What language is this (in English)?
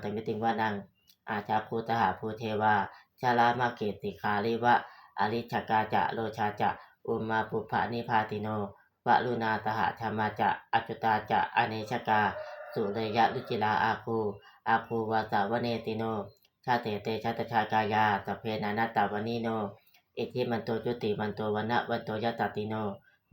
Pali